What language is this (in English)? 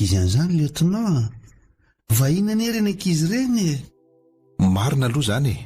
Malagasy